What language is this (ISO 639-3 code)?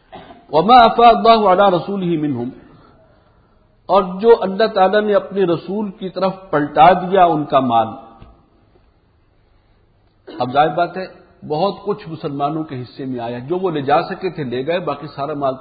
urd